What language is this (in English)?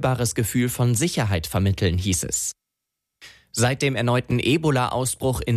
German